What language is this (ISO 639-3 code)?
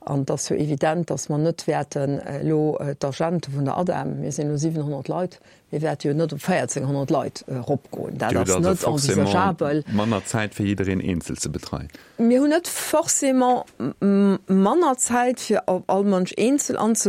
ltz